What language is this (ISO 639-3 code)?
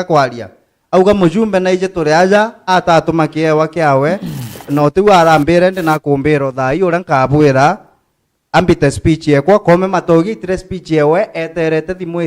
mer